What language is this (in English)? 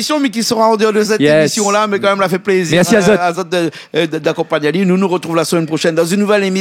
Réunion Creole French